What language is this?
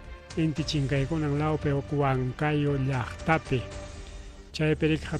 Ayacucho Quechua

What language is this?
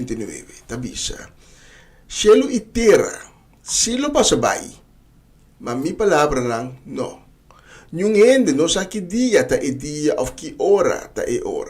Papiamento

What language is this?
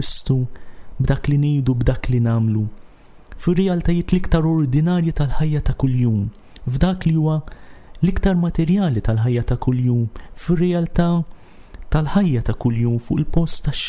Maltese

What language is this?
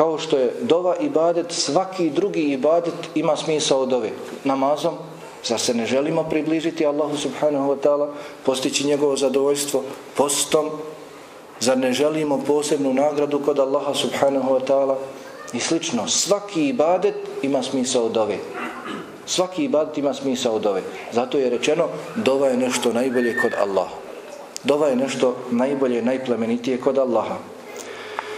Bosnian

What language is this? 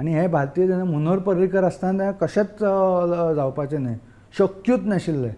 Konkani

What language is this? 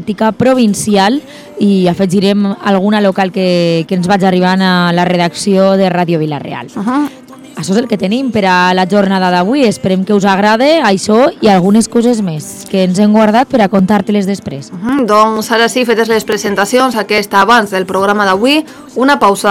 Catalan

